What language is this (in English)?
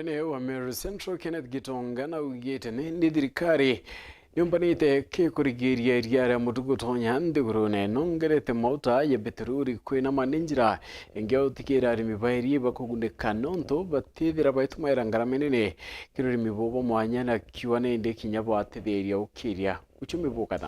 Meru